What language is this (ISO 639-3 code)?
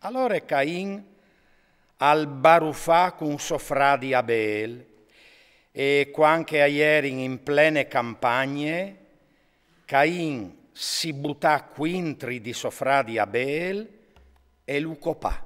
fur